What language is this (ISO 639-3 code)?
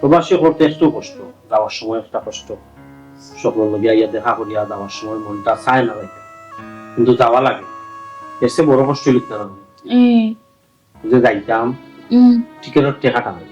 syl